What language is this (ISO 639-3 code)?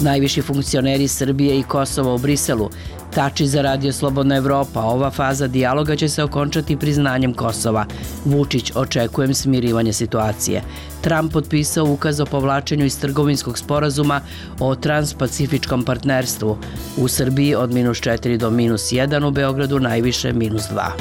srp